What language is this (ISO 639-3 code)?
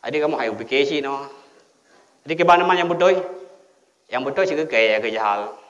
ace